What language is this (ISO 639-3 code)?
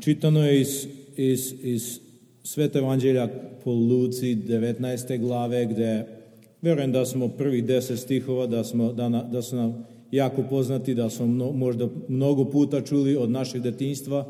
srp